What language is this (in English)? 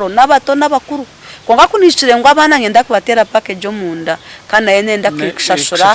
Nyankole